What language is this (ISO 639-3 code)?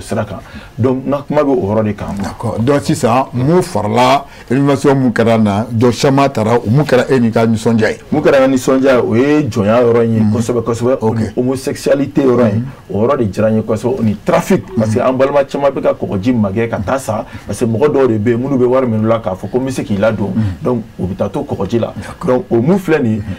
bam